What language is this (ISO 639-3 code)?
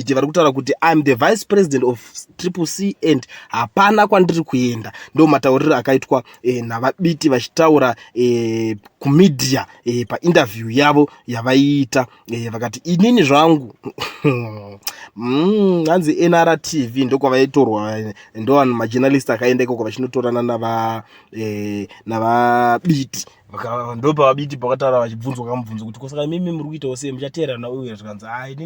sna